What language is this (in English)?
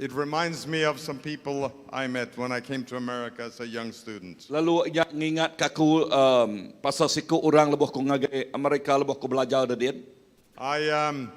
Iban